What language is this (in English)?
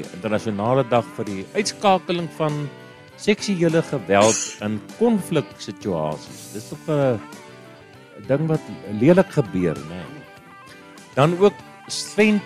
Afrikaans